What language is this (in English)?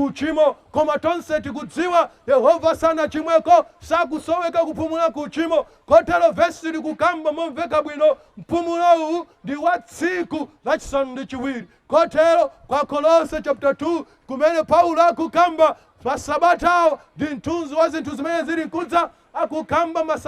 Nyanja